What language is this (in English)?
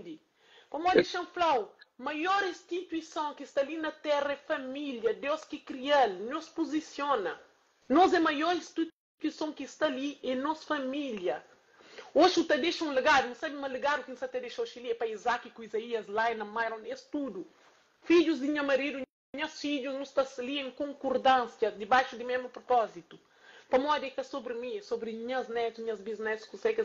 Kabuverdianu